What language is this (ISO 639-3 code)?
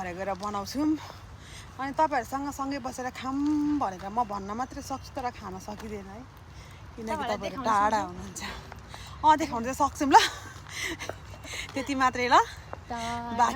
nep